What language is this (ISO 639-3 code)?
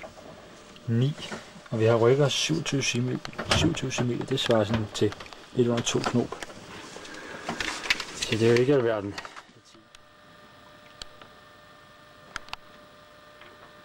dan